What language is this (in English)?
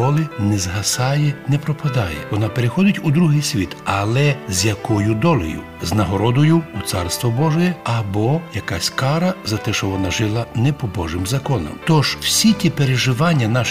Ukrainian